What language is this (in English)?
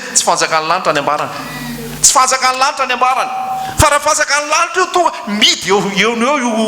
Malagasy